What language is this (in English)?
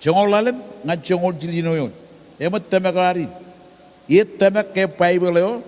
Marshallese